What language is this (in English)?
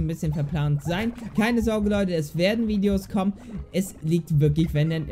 German